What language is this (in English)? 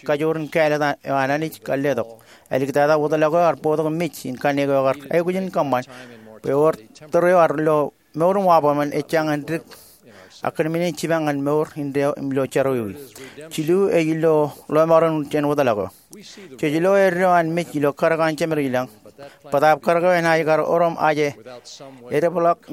Marshallese